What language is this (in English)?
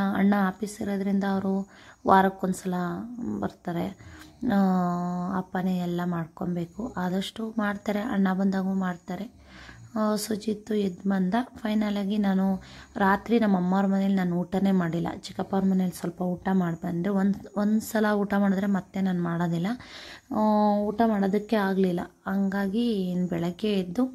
Kannada